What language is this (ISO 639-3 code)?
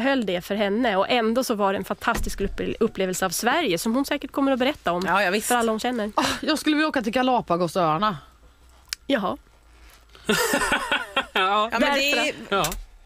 swe